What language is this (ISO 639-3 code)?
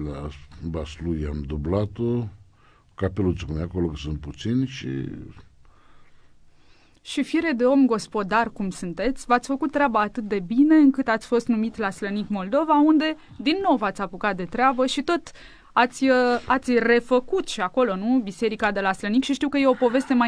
ron